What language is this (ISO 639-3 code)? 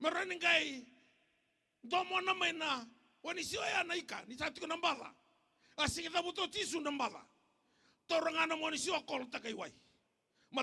fij